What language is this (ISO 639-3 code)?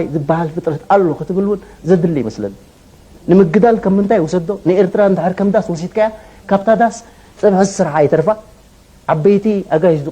tir